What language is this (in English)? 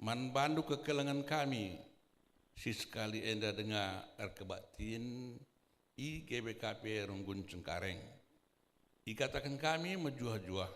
Batak Karo